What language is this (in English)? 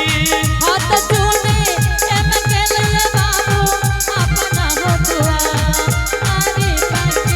Angika